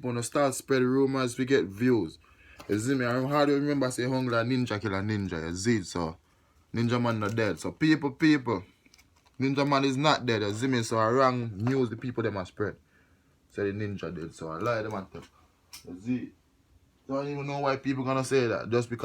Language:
Jamaican Creole English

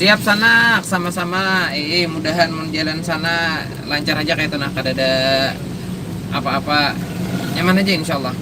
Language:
Banjar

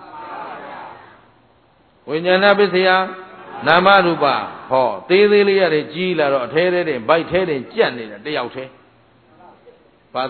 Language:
Burmese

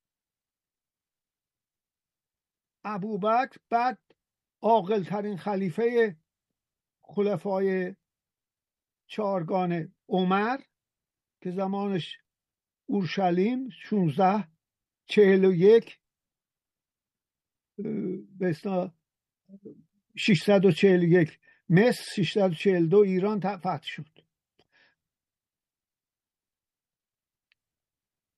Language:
Persian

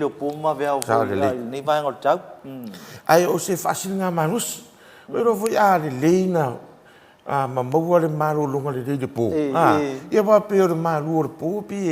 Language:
Samoan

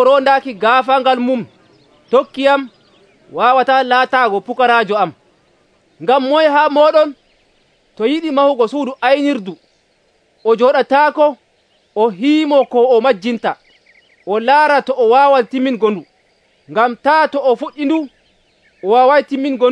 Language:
Nigerian Fulfulde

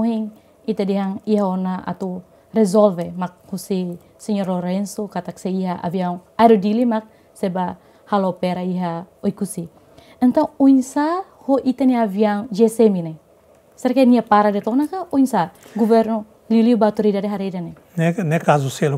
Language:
Tetum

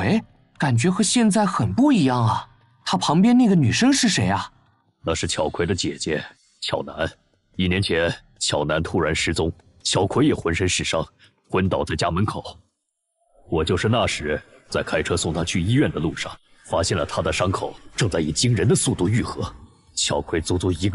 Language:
Chinese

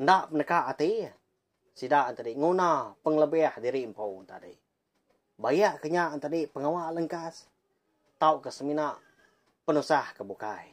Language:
Iban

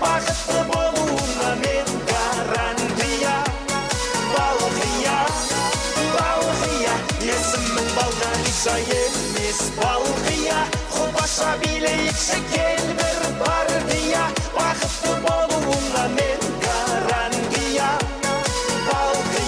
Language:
Kara-Kalpak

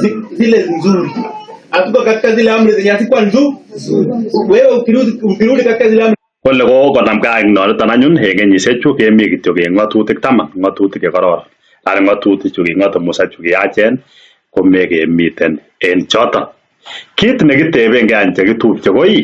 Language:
Kalenjin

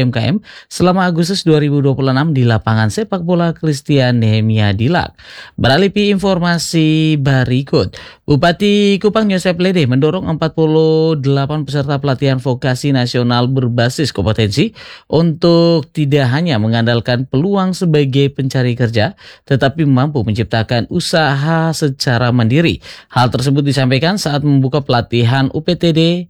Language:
Indonesian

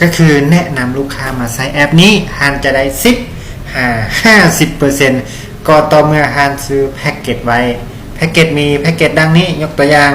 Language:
Lao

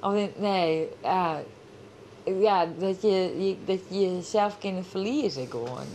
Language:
Western Frisian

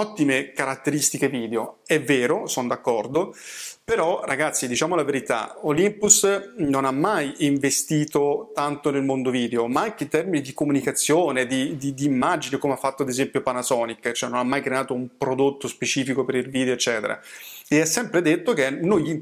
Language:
Italian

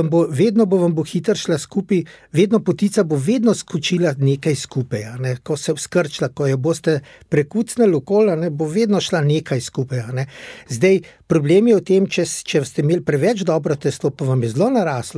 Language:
Slovenian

